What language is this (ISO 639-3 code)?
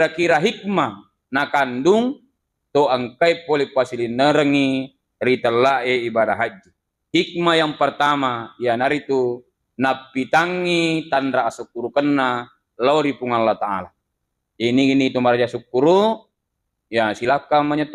bug